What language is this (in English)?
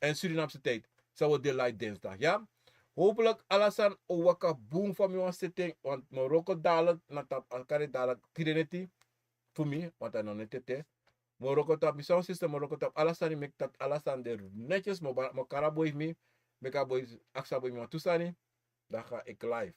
Sranan Tongo